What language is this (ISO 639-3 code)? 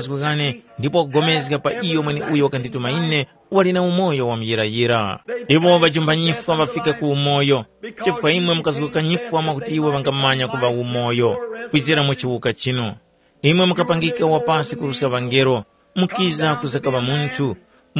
tum